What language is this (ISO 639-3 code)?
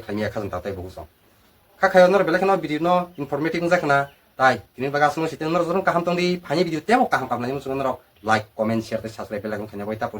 trp